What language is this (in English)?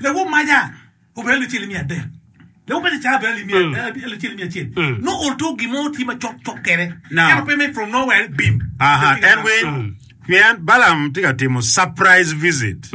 Acoli